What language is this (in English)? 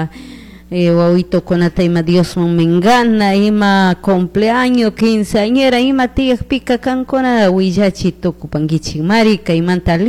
Chimborazo Highland Quichua